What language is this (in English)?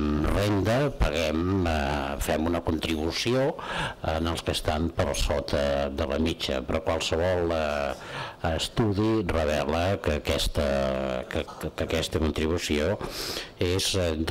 Catalan